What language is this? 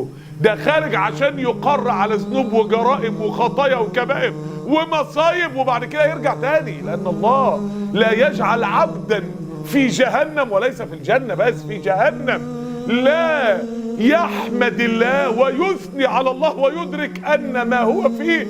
Egyptian Arabic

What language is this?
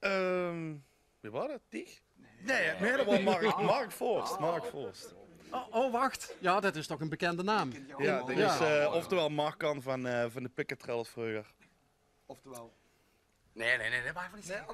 Limburgish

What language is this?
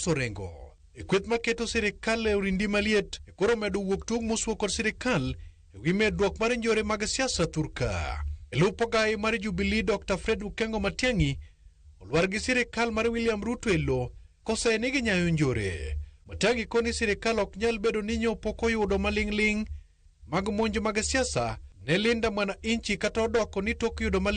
Luo (Kenya and Tanzania)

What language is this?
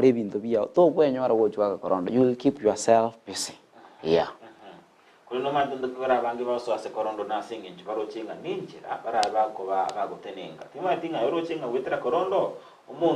Gusii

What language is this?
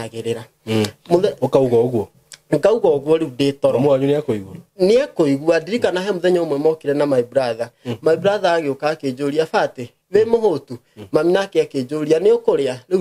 Kikuyu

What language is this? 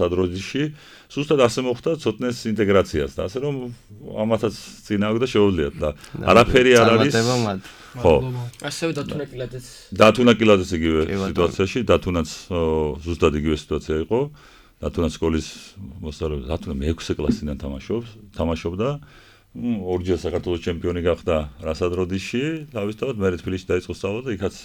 Georgian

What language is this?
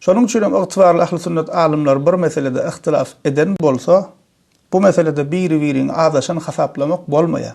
Turkmen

